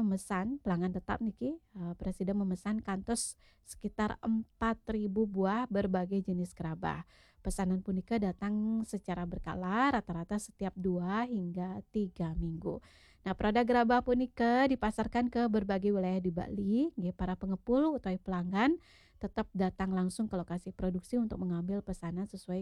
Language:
Balinese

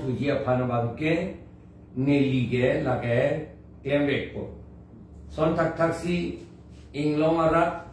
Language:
Karbi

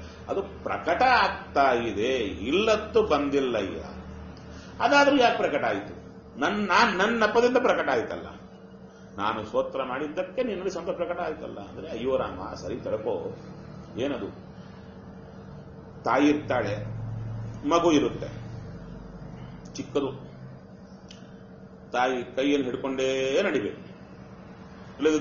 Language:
Kannada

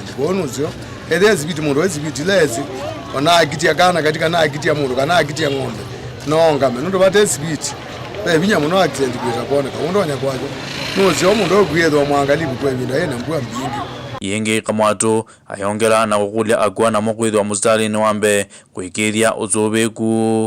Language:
Kamba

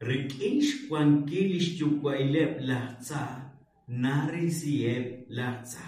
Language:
Kekchí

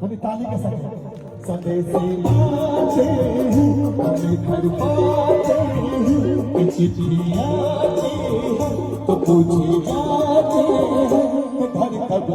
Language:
Maithili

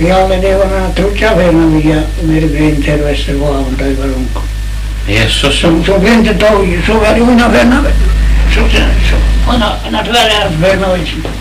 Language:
Faroese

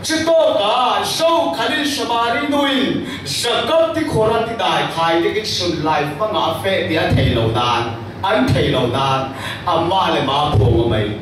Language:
Falam Chin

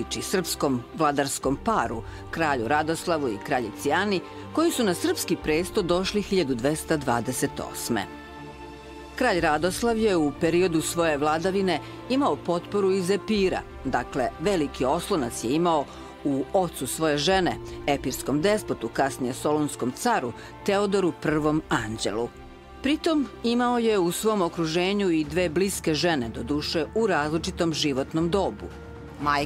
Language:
Serbian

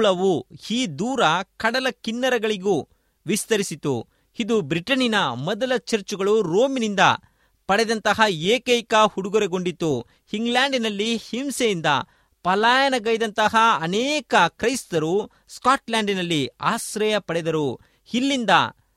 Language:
Kannada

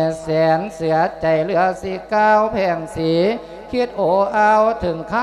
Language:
Lao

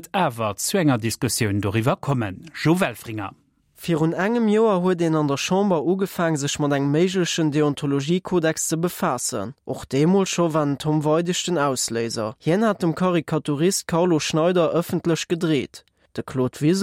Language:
Luxembourgish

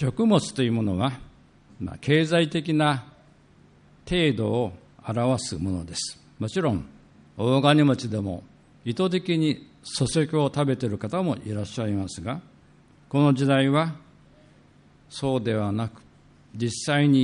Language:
Japanese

